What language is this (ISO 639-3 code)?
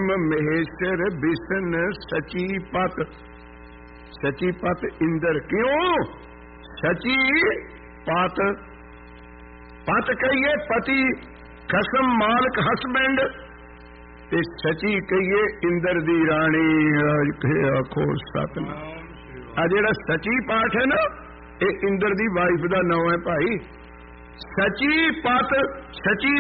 pan